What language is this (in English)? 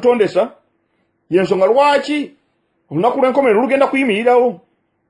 Ganda